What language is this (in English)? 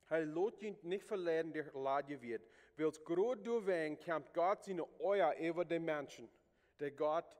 Plautdietsch